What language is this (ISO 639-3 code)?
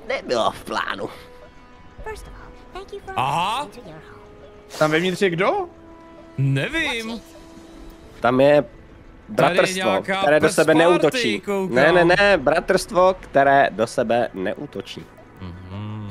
ces